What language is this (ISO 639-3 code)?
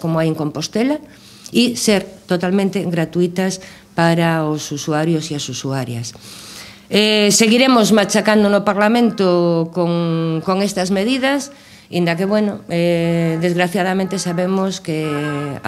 glg